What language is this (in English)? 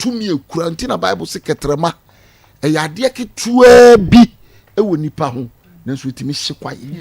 Akan